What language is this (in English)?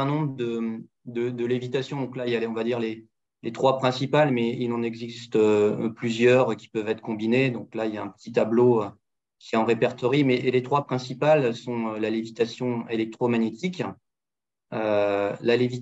French